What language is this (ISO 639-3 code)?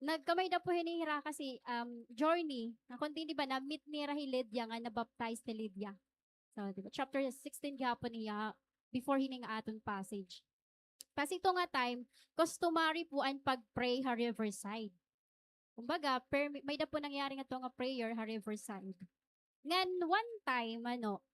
war